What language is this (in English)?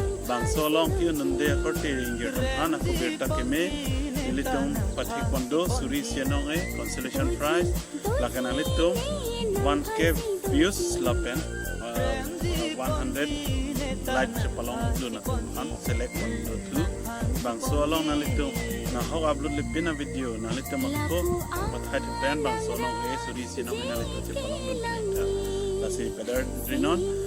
Karbi